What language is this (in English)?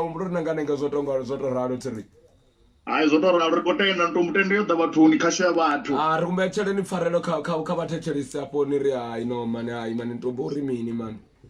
Venda